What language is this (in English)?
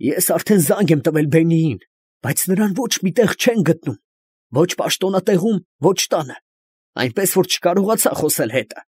Armenian